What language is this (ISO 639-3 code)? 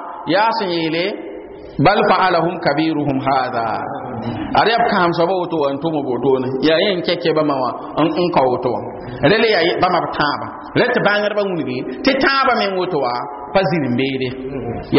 mos